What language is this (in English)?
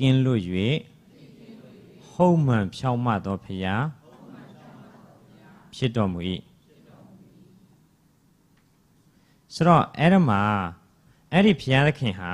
Burmese